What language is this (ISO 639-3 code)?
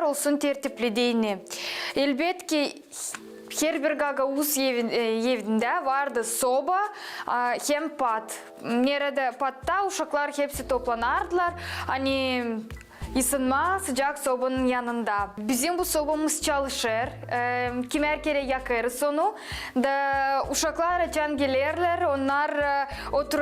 gag